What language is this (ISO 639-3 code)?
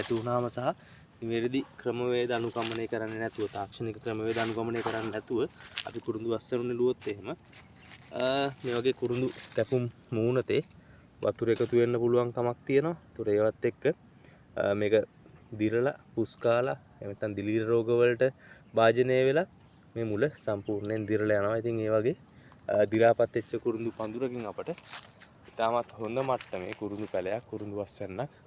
sin